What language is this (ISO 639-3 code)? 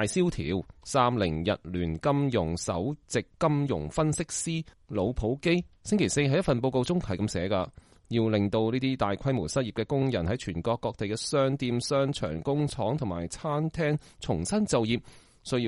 yue